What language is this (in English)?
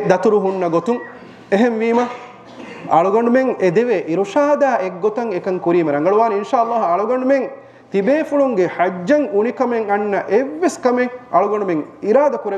Divehi